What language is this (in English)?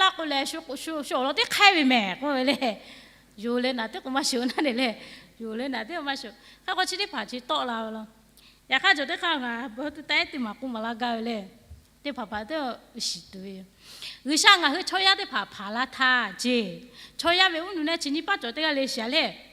Lahu